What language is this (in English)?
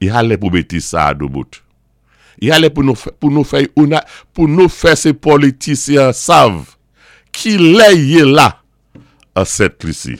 Saint Lucian Creole French